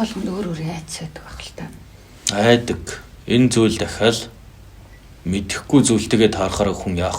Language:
Mongolian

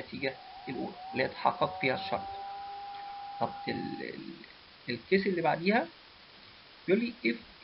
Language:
Egyptian Arabic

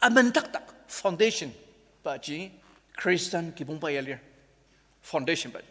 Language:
Ao Naga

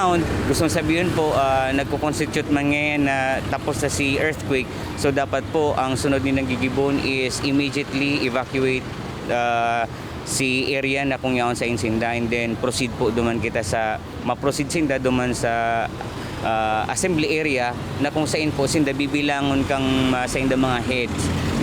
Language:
Bikol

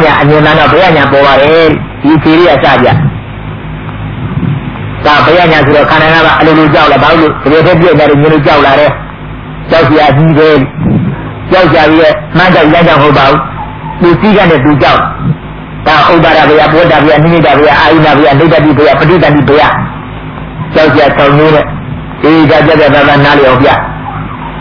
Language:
Burmese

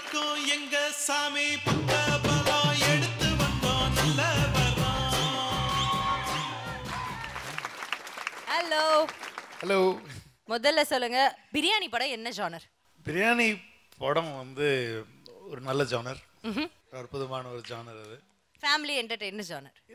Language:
Tamil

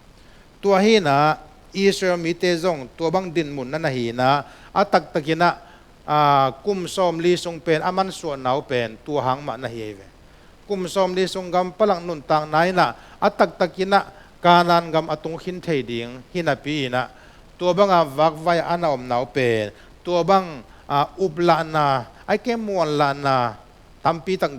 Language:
Tedim Chin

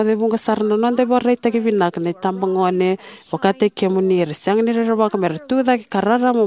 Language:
Fijian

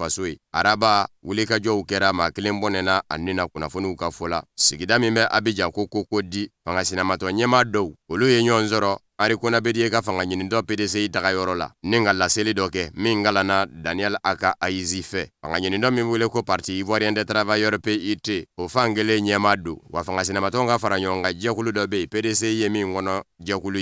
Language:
Bambara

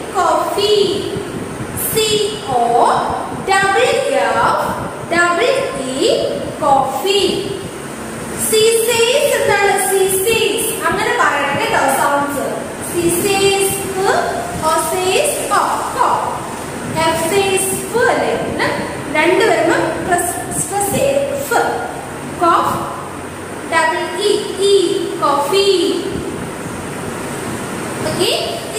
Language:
Malayalam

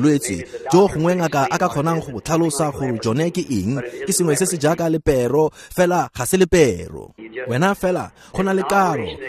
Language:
Tswana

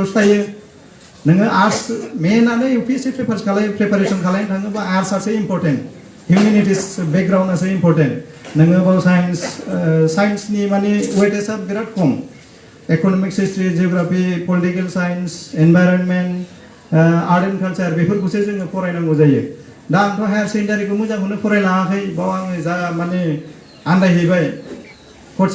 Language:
Bodo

